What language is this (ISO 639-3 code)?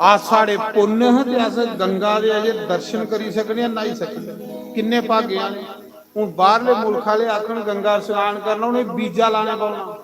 doi